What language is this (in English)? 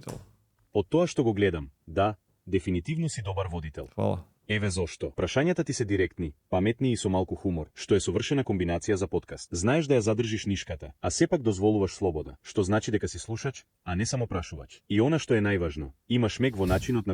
Macedonian